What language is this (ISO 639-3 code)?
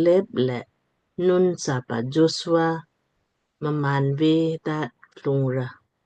lmk